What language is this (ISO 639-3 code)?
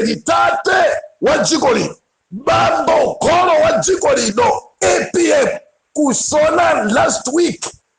nya